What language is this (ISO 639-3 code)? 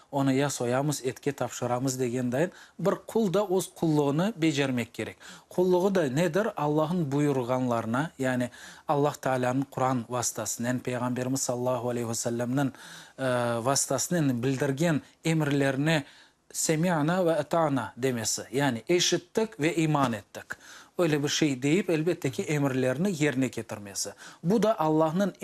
crh